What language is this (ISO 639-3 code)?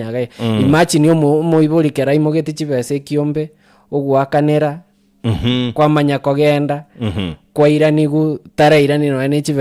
guz